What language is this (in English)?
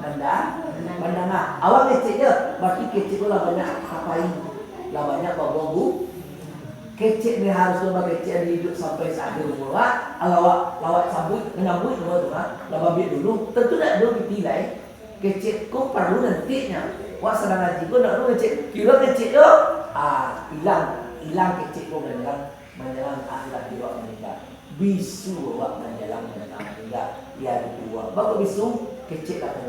Minangkabau